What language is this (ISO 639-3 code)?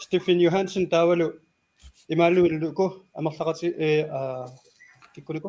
kal